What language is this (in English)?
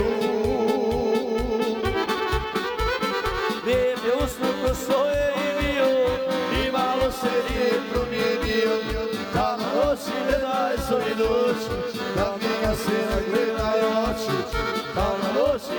Croatian